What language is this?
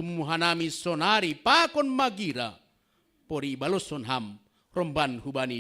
Batak Simalungun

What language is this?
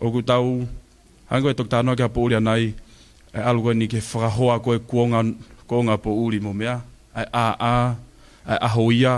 Tongan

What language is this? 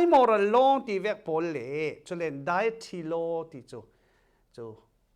Falam Chin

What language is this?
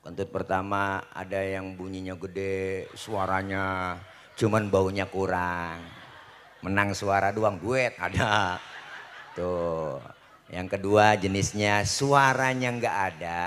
Betawi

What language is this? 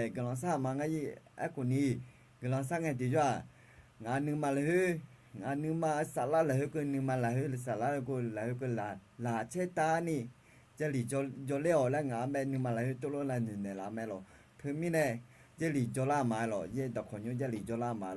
Akha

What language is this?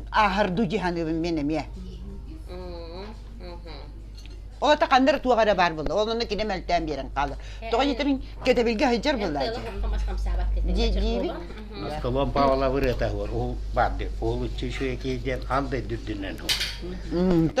Yakut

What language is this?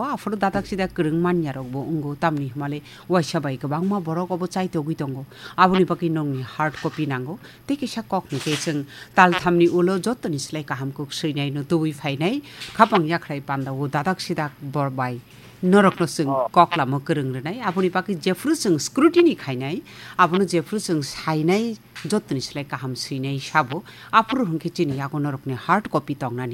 Kok Borok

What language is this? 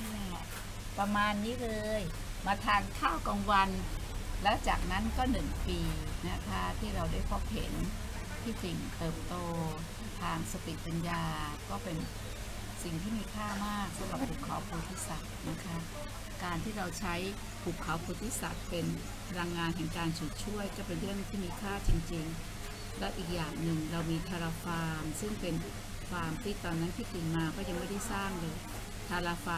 Thai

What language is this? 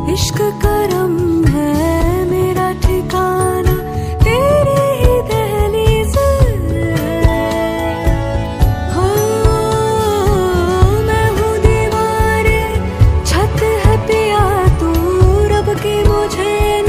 Hindi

